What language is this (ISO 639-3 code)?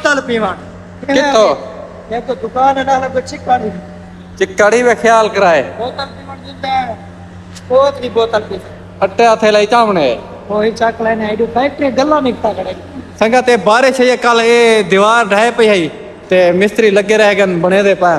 skr